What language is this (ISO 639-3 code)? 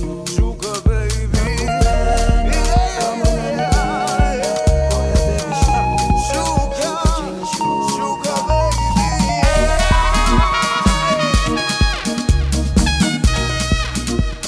swa